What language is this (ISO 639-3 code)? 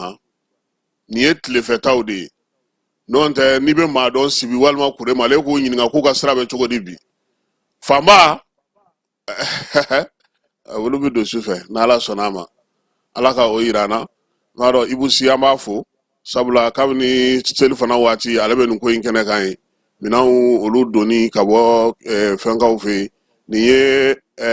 bam